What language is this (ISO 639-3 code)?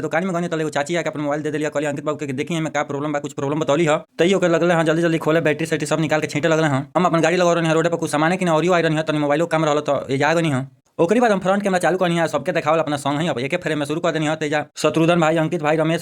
bho